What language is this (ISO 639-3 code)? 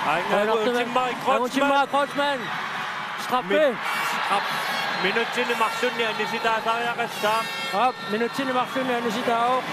kal